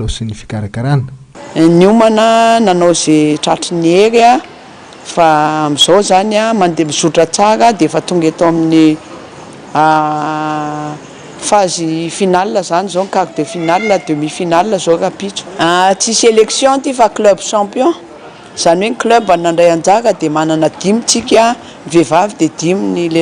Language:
Malagasy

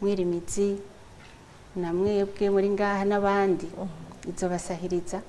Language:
Rundi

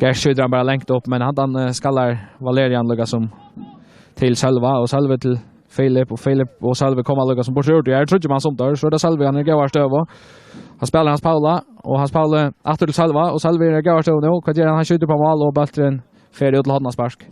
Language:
Faroese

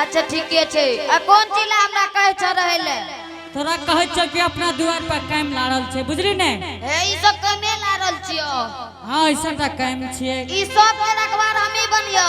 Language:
Angika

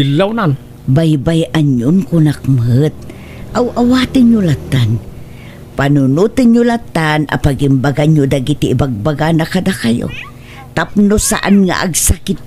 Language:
Iloko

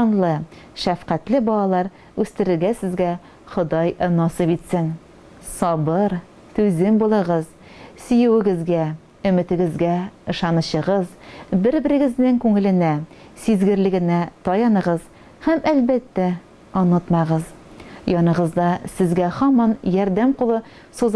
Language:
Tatar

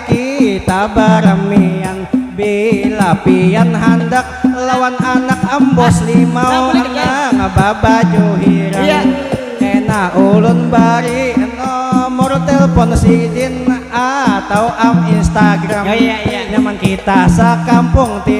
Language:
Banjar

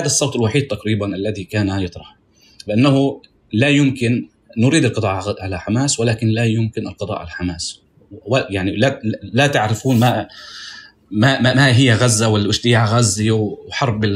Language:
North Levantine Arabic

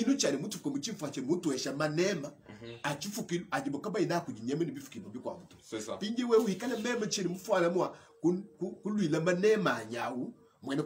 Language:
Luba-Lulua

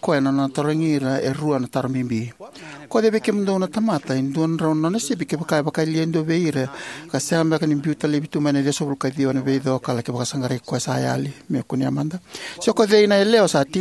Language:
Fijian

